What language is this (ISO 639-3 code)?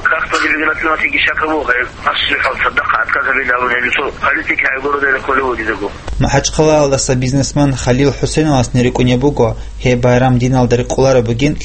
ava